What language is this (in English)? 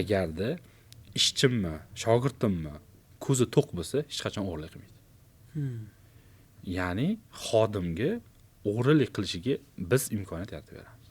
Uzbek